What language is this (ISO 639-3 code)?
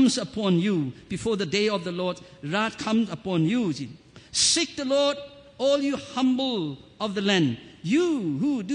nmf